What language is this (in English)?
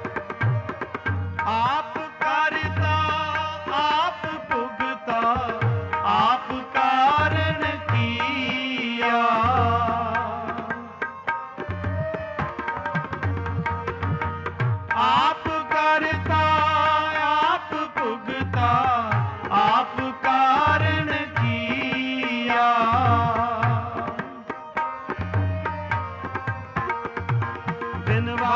Hindi